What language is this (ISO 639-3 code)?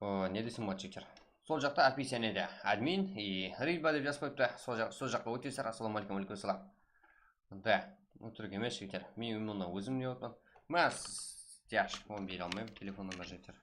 kaa